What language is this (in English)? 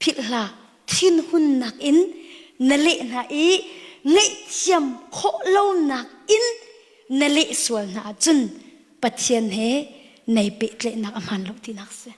Hakha Chin